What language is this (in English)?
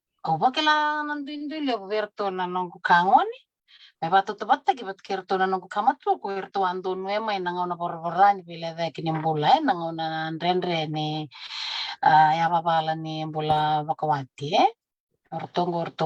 Fijian